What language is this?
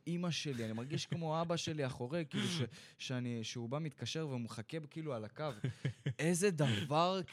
Hebrew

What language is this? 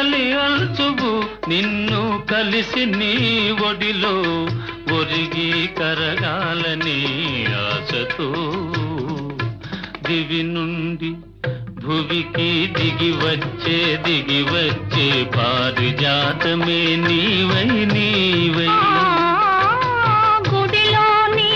Telugu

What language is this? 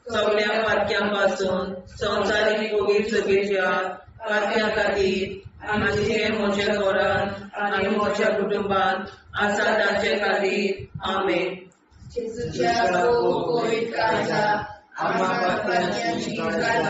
Konkani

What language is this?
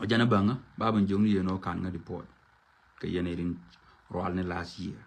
Nuer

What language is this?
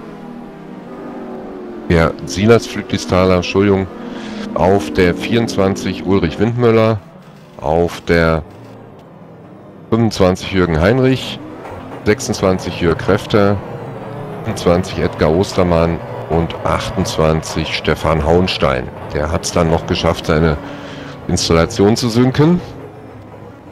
German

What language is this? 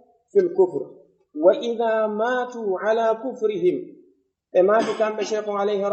Fula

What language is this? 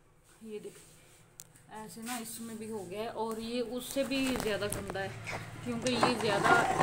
Hindi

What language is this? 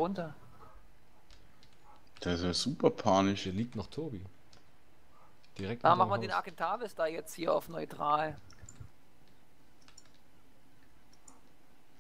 German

